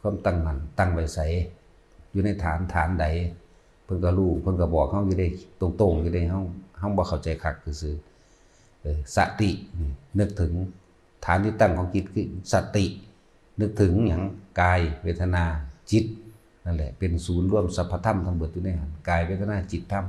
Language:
Northeastern Thai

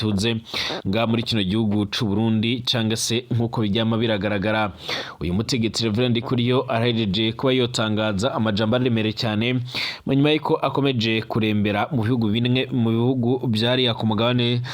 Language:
Rundi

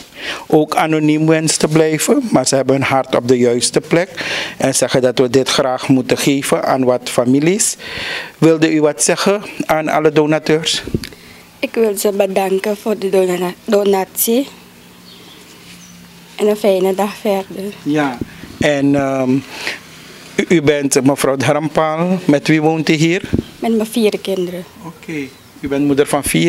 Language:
Dutch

